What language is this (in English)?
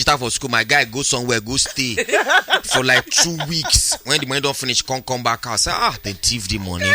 Nigerian Pidgin